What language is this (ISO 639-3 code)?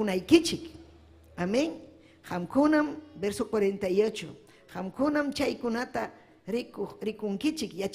quy